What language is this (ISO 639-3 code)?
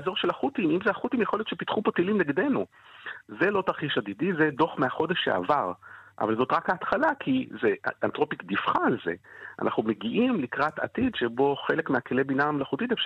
heb